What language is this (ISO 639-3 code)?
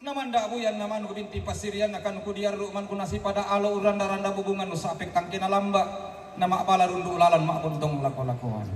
sda